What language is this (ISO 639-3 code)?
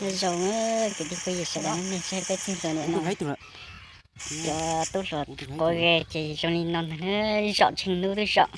hmn